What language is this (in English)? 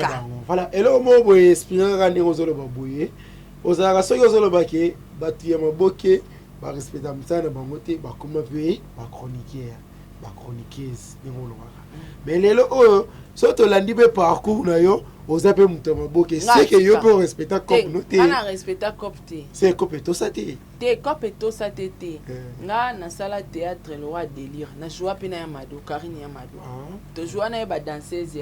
Lingala